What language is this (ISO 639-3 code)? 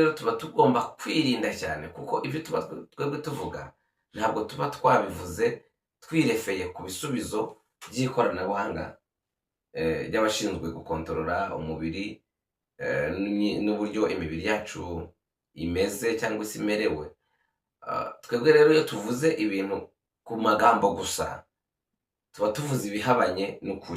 kin